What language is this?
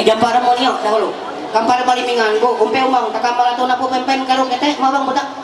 Ma'anyan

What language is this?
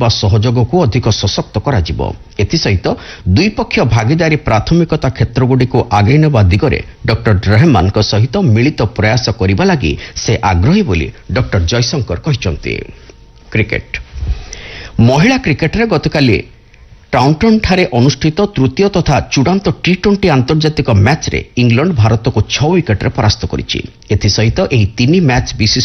Odia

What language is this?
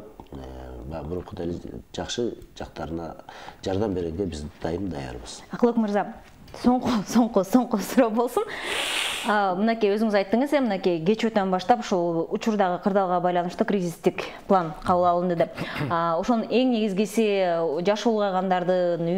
Kyrgyz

